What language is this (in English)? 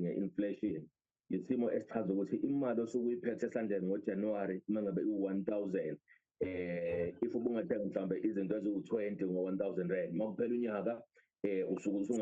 Zulu